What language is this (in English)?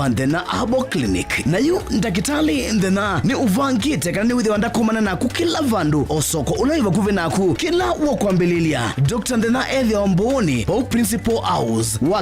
Kamba